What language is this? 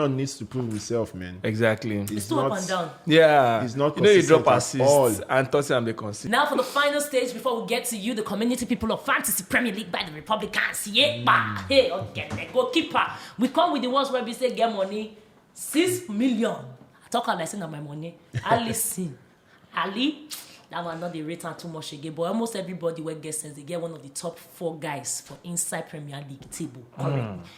Nigerian Pidgin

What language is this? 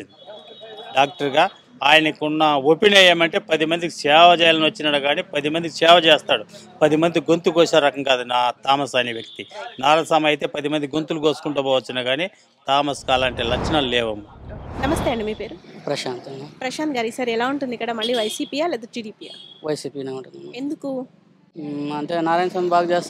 Telugu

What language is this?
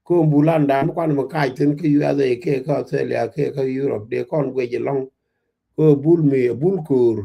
Nuer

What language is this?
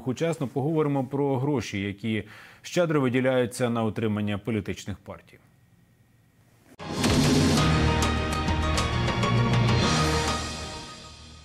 Ukrainian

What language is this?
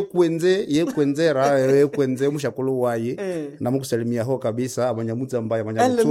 Nande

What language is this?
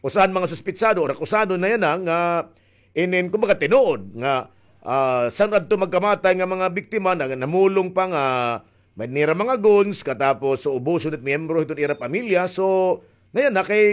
Waray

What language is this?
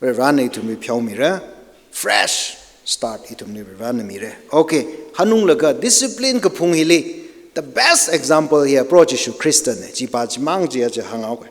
Tangkhul Naga (India)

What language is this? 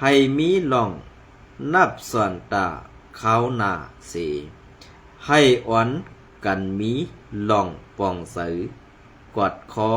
Shan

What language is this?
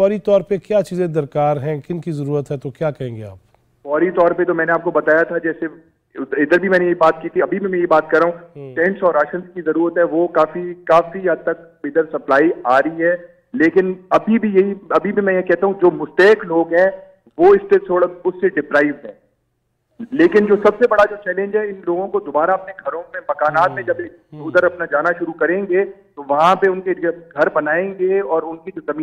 Urdu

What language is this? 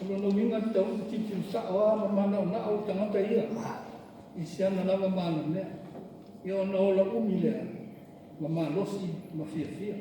Samoan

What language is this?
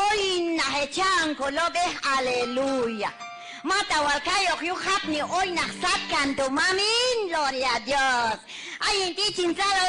Q'anjob'al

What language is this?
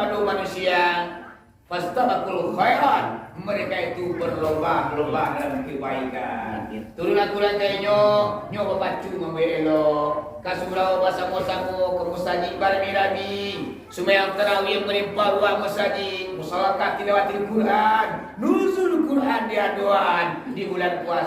Minangkabau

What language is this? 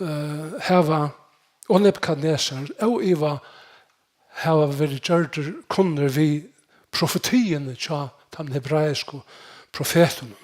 Faroese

